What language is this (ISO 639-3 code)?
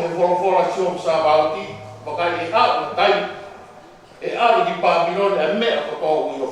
ton